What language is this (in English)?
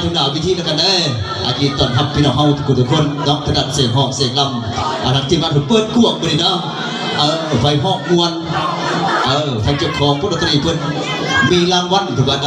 Lao